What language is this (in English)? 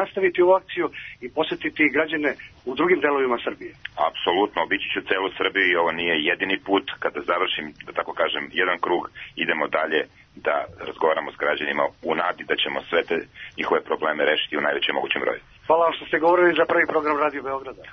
Serbian